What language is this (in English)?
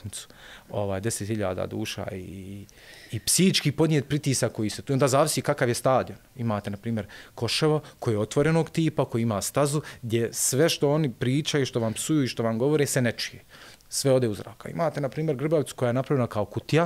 Bosnian